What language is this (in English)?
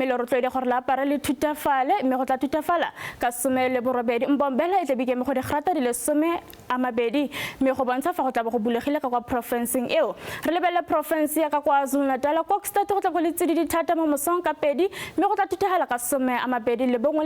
Tswana